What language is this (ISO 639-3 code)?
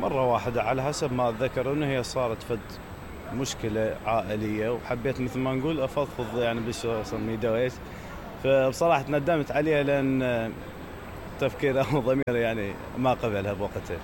acm